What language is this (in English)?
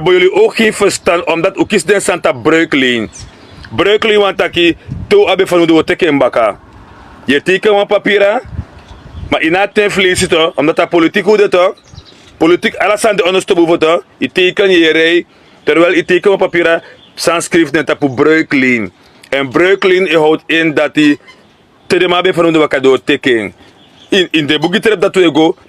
Sranan Tongo